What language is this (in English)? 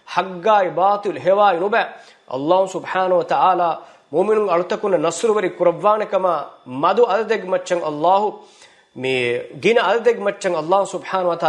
Divehi